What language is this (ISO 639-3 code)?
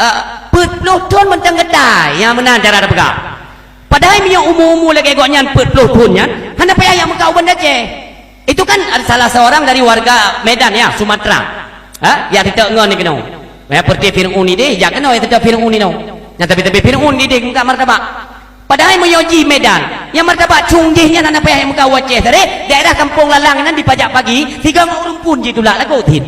ace